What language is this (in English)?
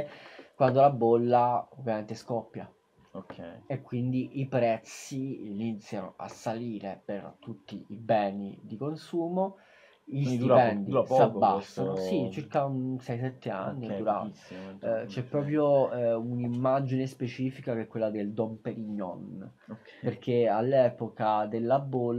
Italian